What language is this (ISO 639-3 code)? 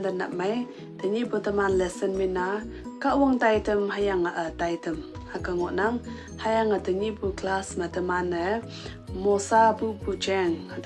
nbe